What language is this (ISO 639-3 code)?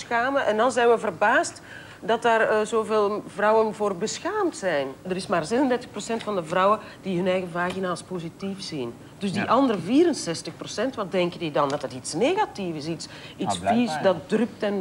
nld